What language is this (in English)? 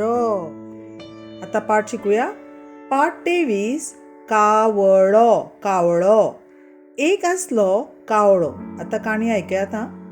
Konkani